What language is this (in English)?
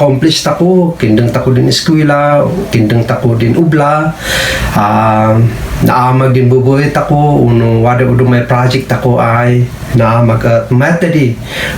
Kankanaey